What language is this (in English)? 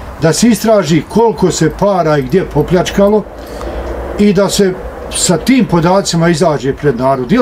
Bosnian